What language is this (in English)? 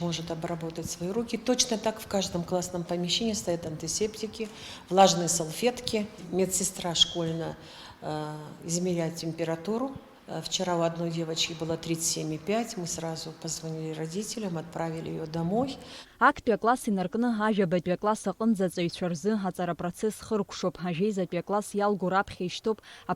Abkhazian